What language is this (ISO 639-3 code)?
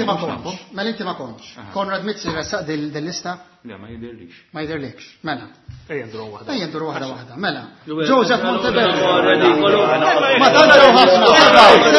mlt